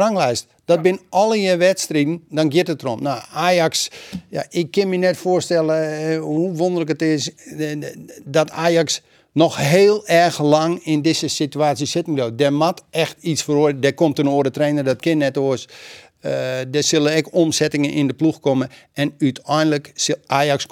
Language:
Western Frisian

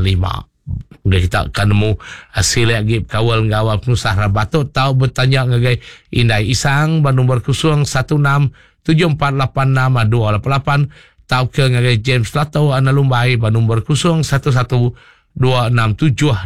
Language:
Iban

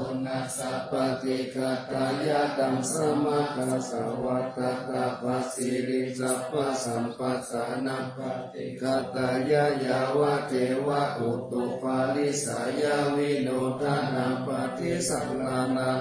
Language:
Pali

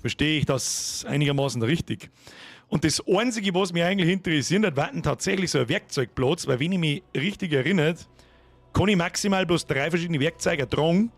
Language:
Bavarian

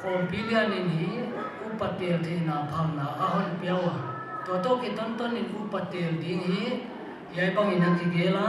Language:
Paite Chin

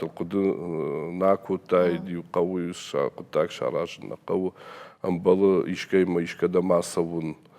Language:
Ossetic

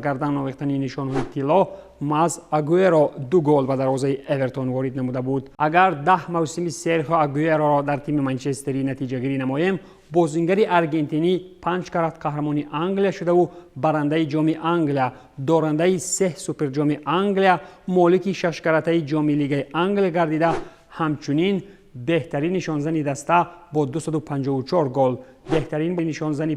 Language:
Tajik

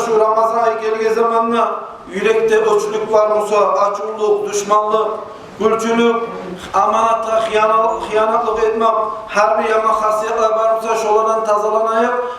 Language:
Kumyk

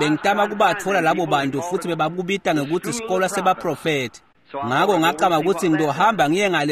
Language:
Swati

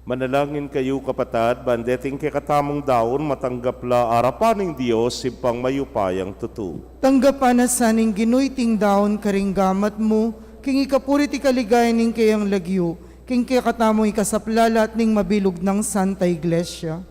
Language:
Pampanga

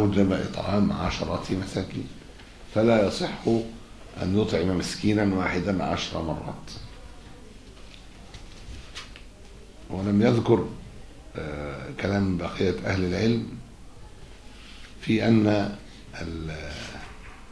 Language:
Arabic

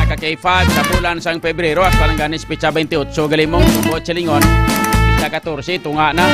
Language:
Hiligaynon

